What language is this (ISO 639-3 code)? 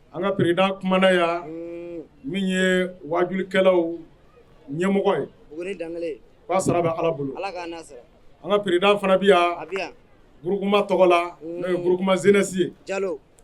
bam